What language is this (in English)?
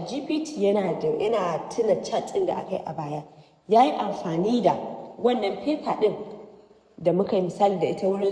Hausa